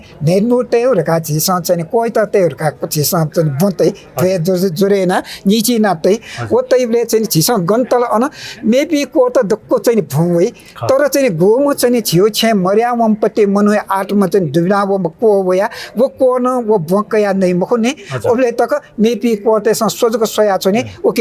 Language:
Newari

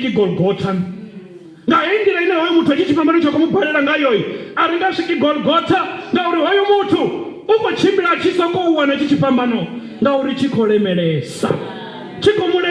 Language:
Venda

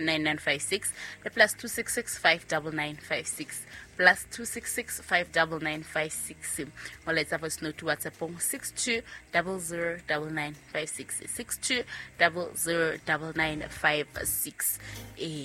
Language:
Southern Sotho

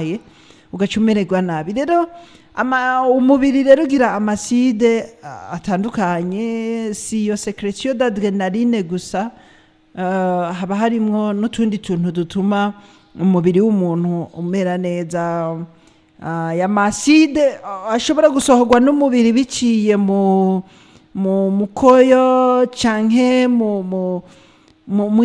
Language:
Rundi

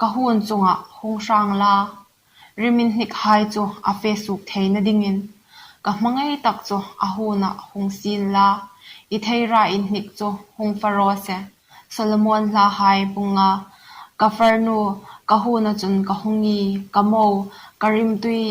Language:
Hmar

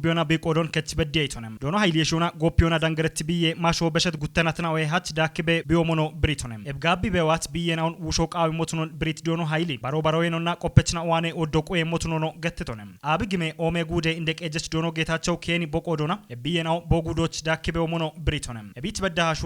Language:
Kafa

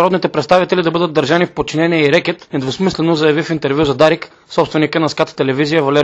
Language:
Bulgarian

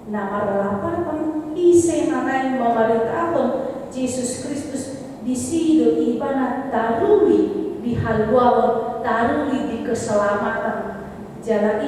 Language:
Batak Toba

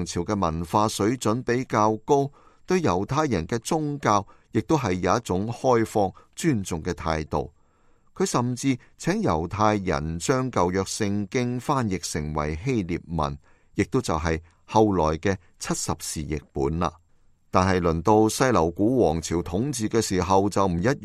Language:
Cantonese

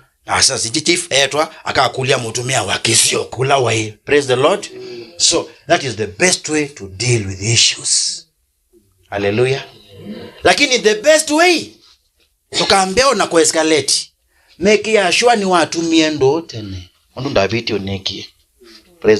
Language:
Kamba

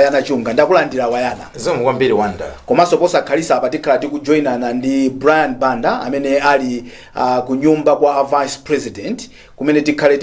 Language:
Nyanja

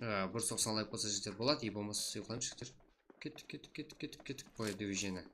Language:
Kara-Kalpak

